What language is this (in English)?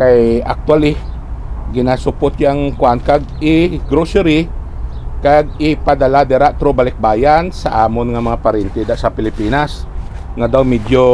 Hiligaynon